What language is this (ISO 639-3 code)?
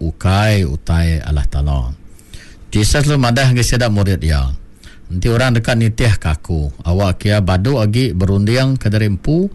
iba